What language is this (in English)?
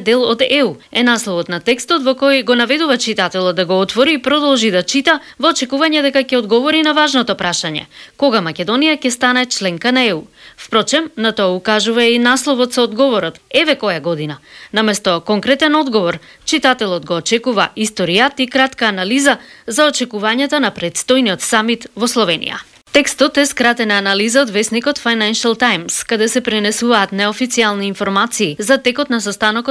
Macedonian